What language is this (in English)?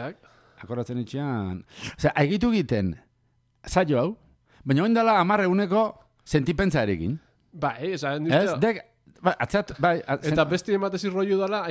Basque